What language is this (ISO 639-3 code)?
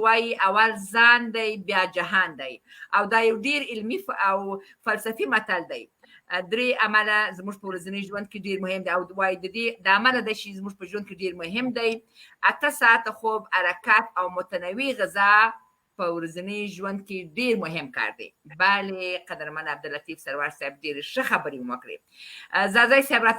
pus